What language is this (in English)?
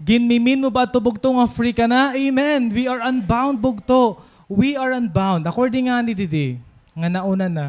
Waray